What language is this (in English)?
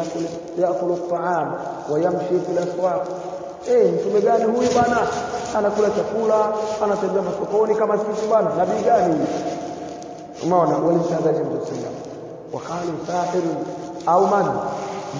Swahili